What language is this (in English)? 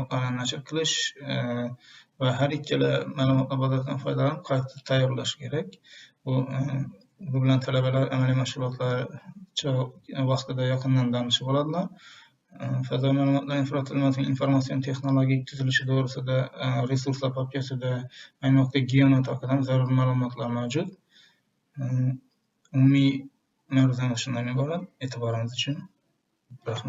Uzbek